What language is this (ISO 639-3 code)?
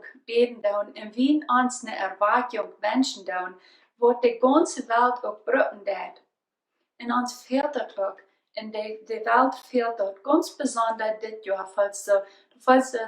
pdt